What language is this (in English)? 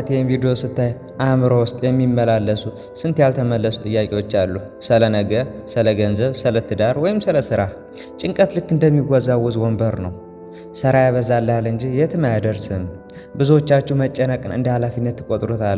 Amharic